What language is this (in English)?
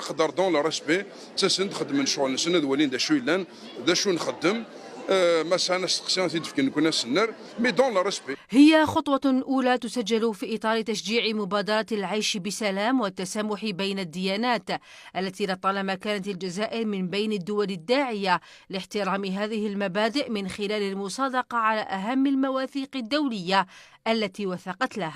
Kabyle